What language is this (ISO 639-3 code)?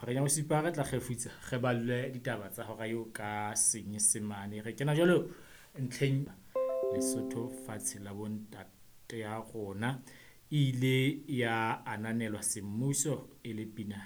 sot